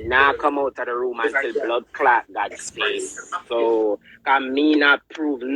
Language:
Jamaican Creole English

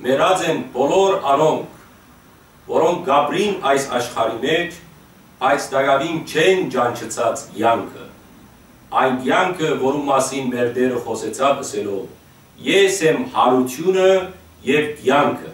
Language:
Western Armenian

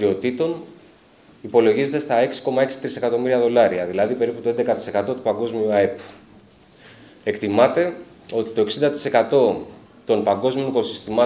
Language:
Greek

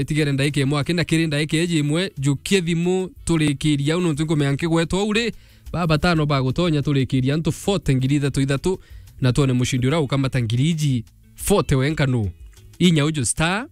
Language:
Meru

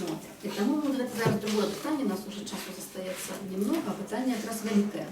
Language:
Belarusian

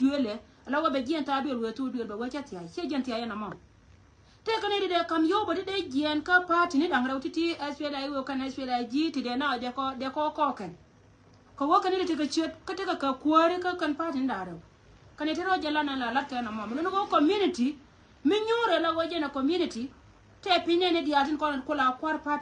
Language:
Nuer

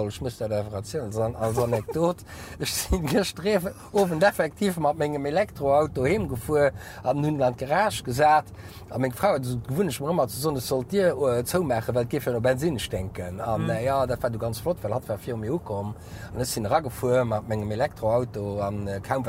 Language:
Luxembourgish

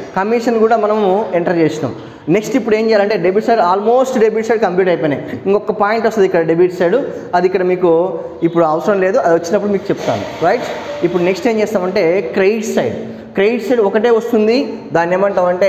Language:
Telugu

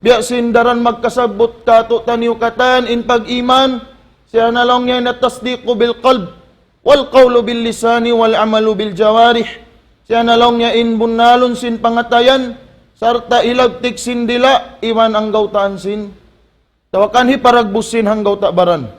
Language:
Tausug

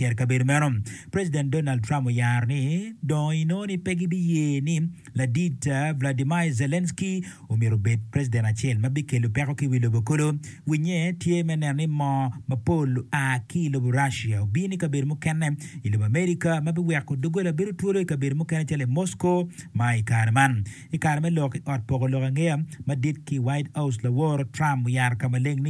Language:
Acoli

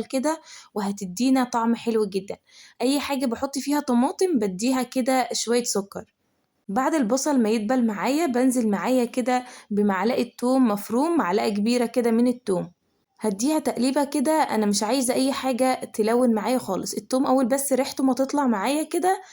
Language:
Egyptian Arabic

